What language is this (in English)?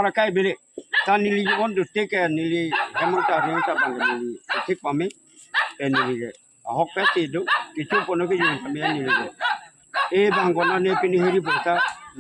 Karbi